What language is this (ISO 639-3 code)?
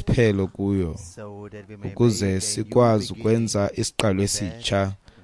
xho